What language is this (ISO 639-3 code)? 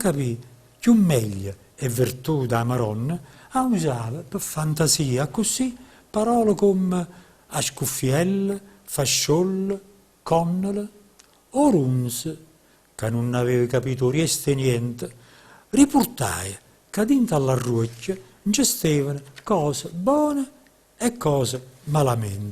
nap